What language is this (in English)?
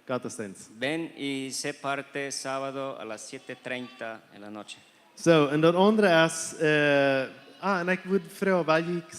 Plautdietsch